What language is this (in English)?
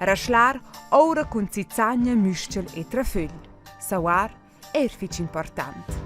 Romansh